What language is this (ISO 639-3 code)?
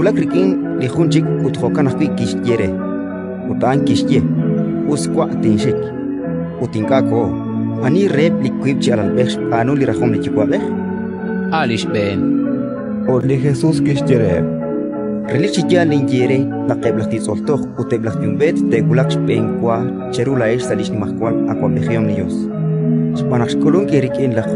kek